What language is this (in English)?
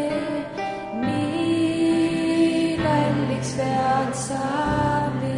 Estonian